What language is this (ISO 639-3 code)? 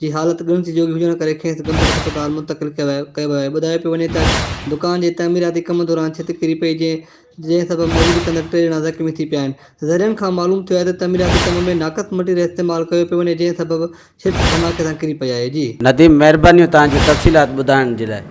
snd